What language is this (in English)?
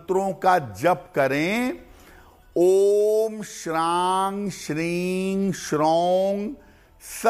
Hindi